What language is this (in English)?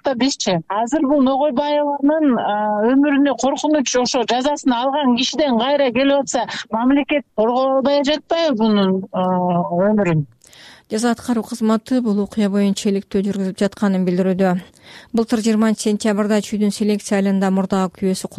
Kyrgyz